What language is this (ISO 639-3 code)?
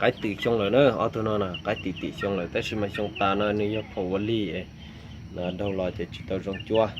hmn